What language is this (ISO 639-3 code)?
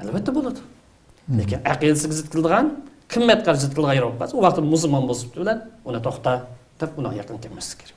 uig